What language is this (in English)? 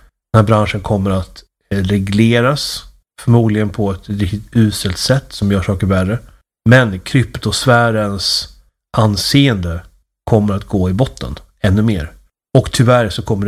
Swedish